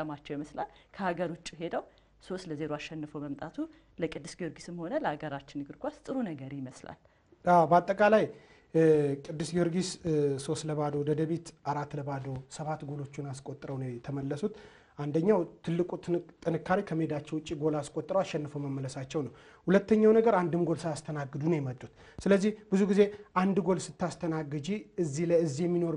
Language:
Amharic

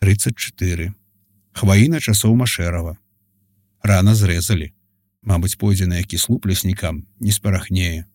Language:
Belarusian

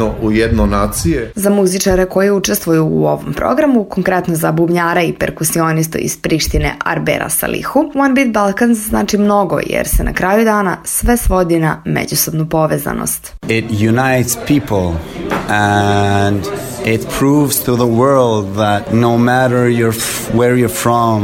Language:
Serbian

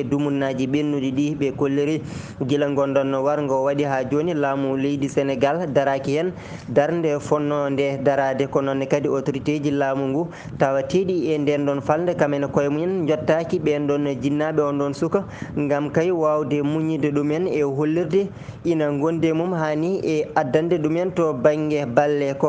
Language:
Fula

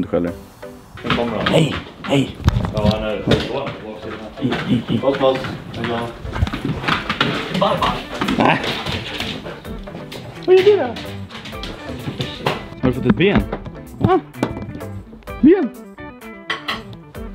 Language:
Swedish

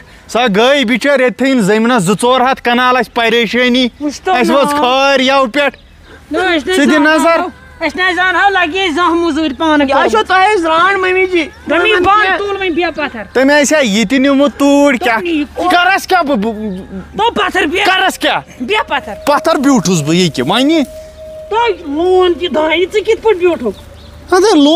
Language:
Kashmiri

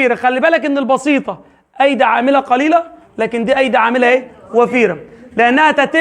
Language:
Egyptian Arabic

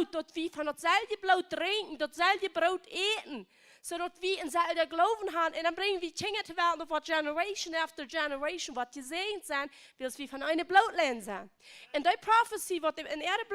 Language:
Plautdietsch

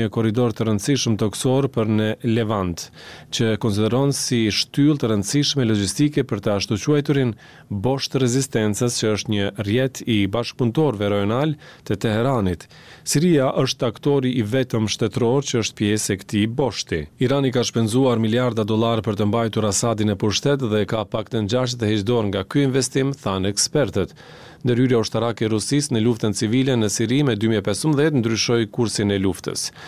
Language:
Albanian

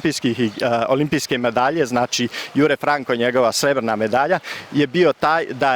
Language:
Bosnian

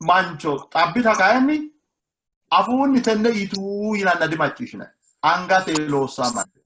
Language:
Sidamo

